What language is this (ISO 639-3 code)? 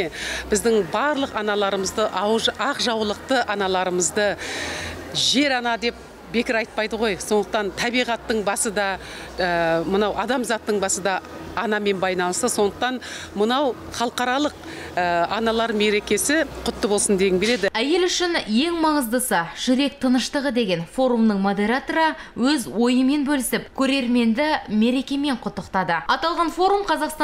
kaz